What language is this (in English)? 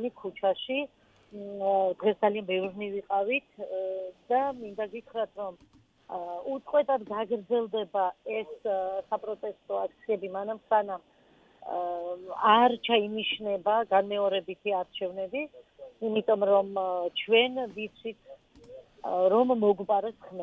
Georgian